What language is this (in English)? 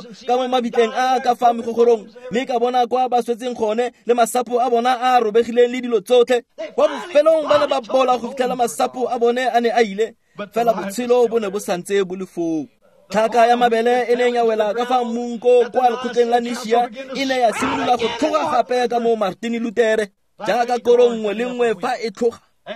Tswana